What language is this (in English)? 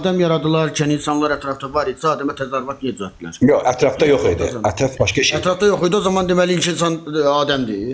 Azerbaijani